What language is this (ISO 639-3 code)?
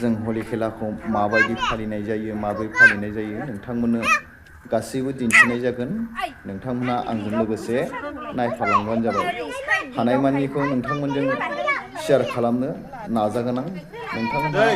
brx